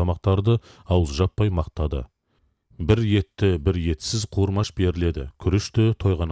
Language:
Kazakh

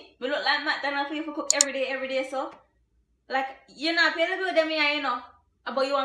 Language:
Jamaican Creole English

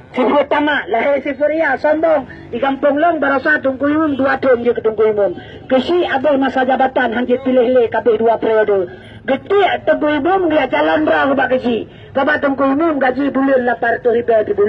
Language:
Achinese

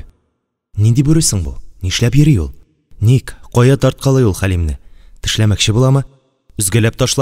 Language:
Tatar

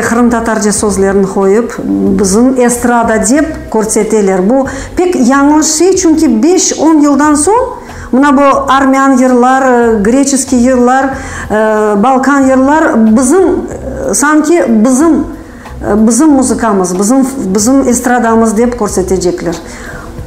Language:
Crimean Tatar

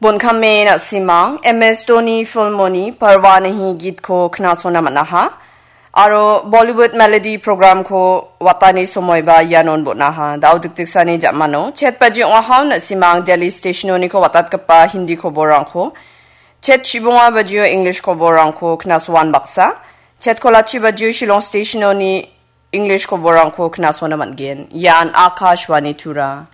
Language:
Garo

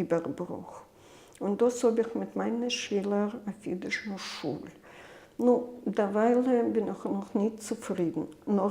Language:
Yiddish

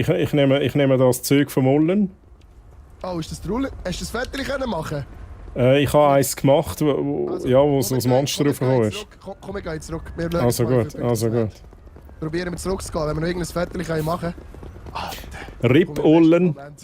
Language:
Swiss German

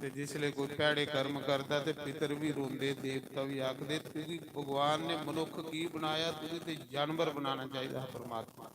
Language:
Dogri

